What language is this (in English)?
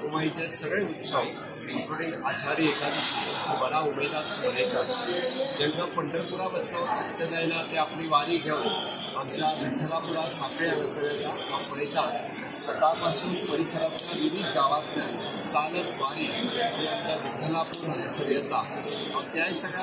Konkani